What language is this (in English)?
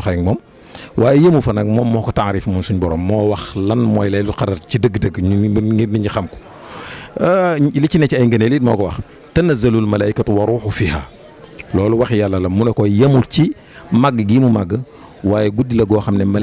Wolof